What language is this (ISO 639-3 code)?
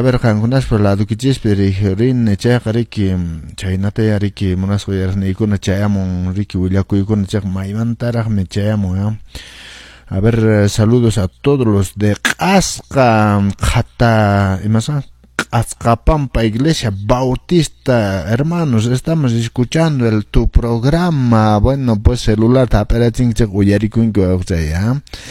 que